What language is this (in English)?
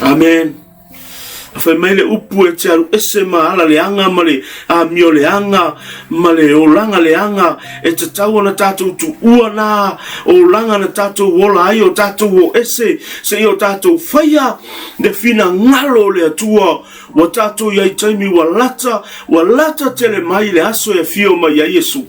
Samoan